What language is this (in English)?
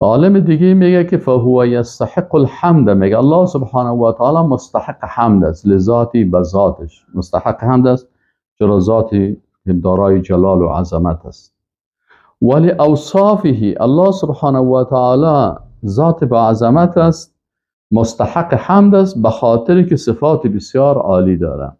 Persian